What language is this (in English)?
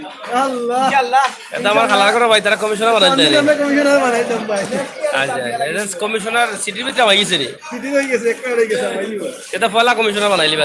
Sylheti